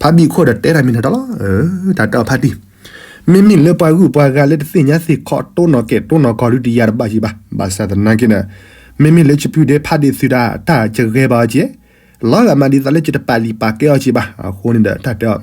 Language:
S'gaw Karen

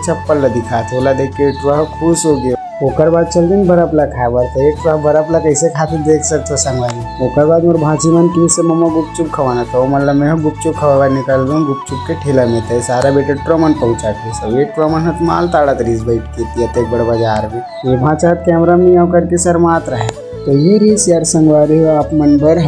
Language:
Chhattisgarhi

